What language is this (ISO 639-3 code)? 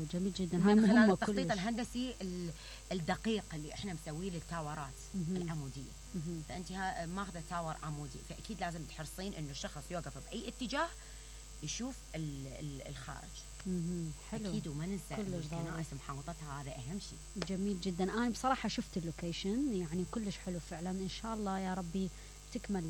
acm